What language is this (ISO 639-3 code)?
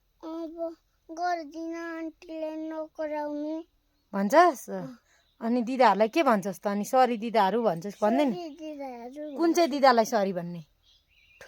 nep